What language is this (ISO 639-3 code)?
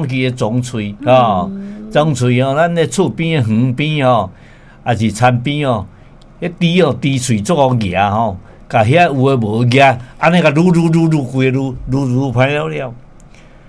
nan